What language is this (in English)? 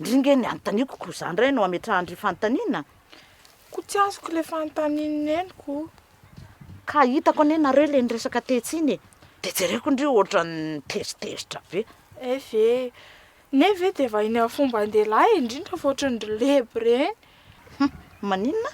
Malagasy